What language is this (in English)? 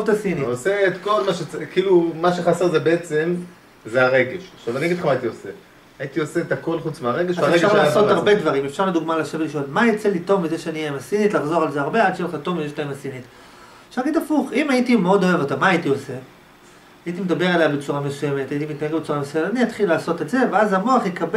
Hebrew